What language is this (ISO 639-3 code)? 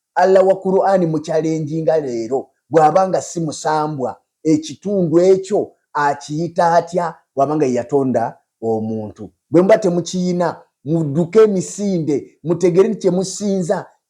lug